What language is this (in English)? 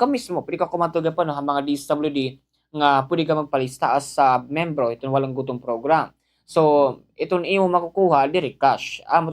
Waray